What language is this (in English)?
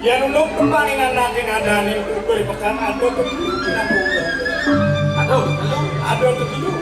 Balinese